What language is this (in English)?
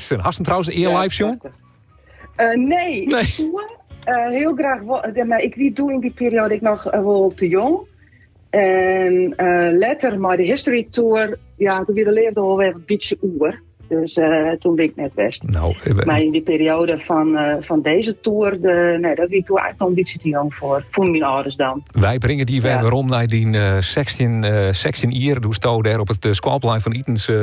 Western Frisian